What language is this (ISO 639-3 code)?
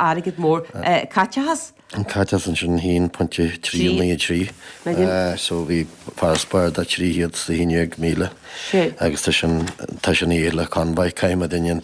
gle